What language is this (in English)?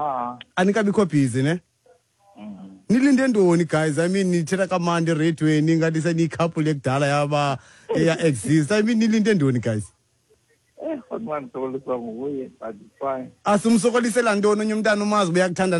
Xhosa